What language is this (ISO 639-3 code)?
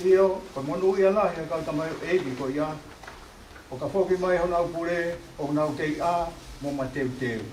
ton